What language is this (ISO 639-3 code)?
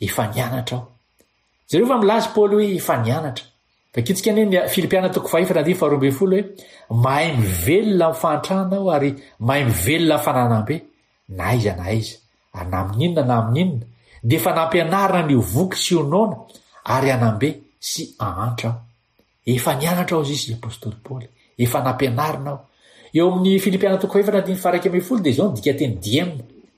mlg